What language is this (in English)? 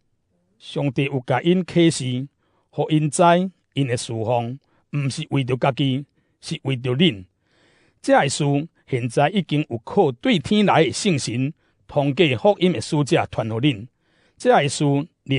Min Nan Chinese